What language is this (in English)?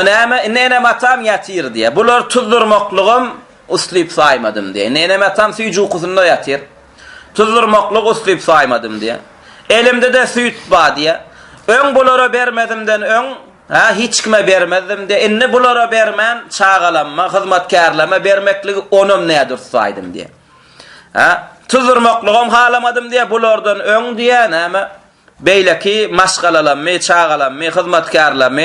Turkmen